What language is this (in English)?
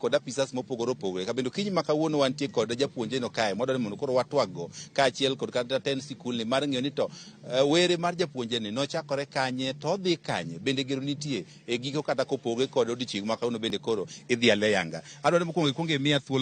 Luo (Kenya and Tanzania)